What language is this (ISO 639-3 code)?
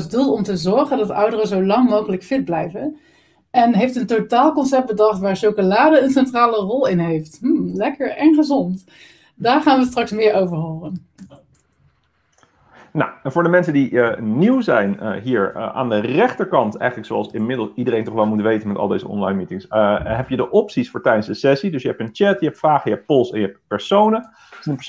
nld